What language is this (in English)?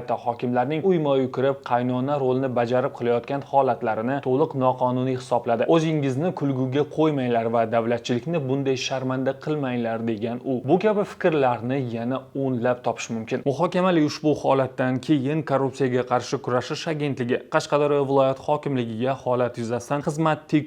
Uzbek